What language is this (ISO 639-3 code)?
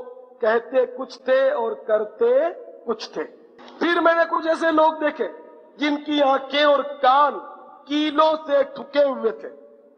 urd